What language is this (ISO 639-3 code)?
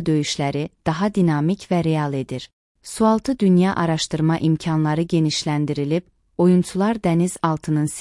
aze